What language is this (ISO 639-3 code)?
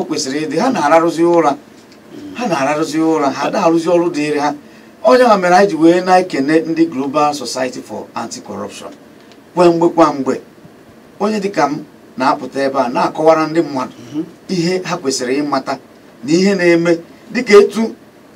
ibo